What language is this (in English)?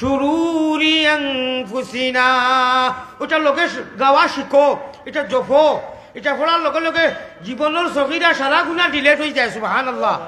Sylheti